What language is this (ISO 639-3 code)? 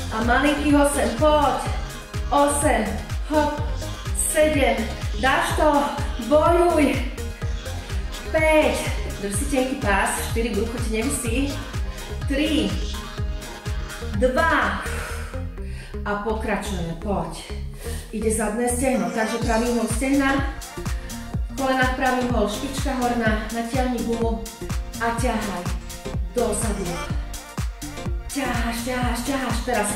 slk